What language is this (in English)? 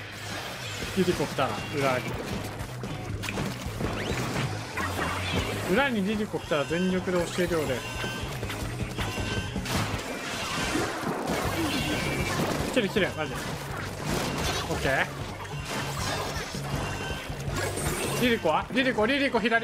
Japanese